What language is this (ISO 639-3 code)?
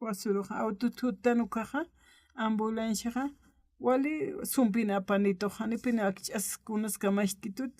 aym